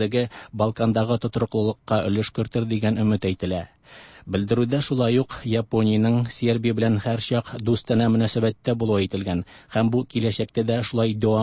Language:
Tatar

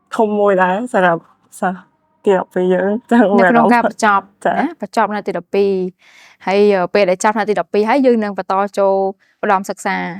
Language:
Khmer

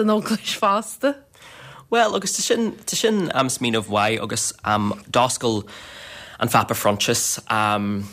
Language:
Irish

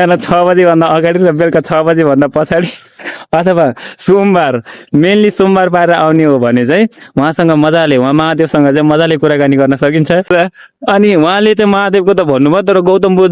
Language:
Nepali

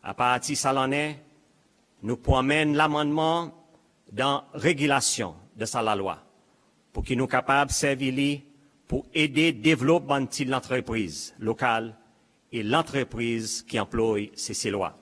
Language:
Seselwa Creole French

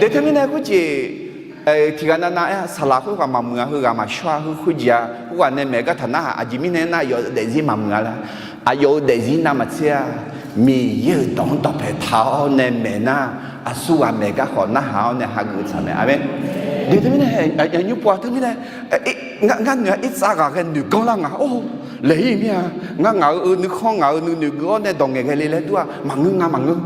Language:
Akha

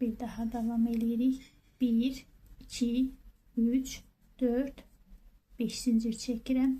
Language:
Azerbaijani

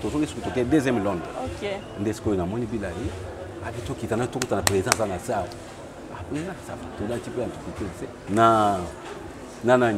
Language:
Lingala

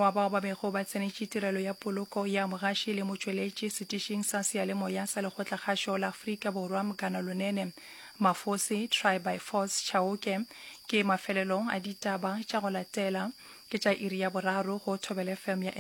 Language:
Northern Sotho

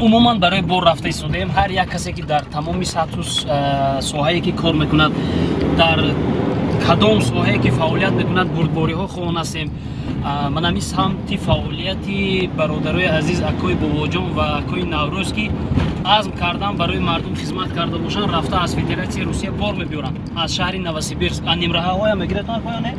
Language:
Tajik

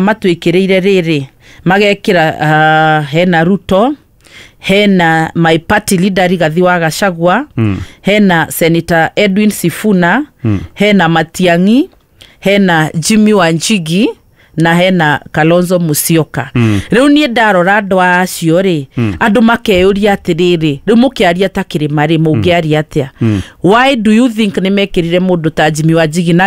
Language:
Kikuyu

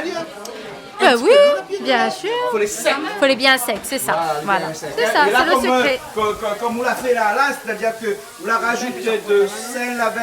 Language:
Réunion Creole French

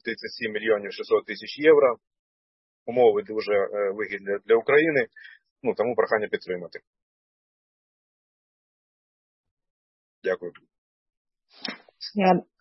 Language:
Ukrainian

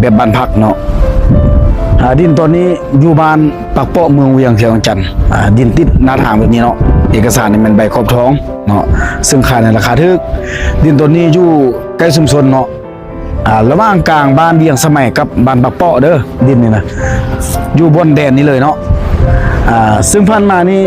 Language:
Lao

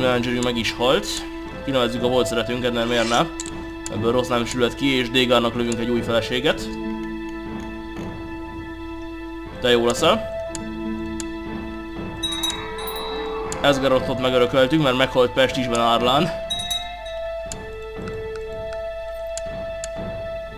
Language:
Hungarian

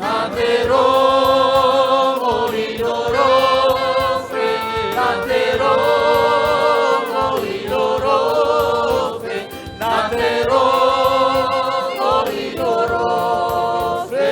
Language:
Nias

